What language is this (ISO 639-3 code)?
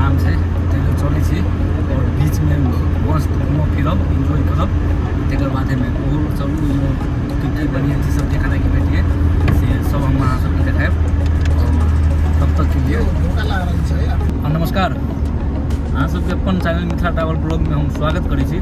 mai